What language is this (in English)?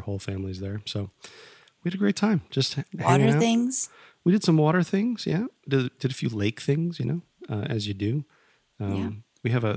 English